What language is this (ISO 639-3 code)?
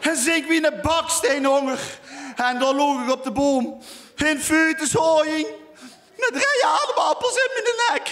lim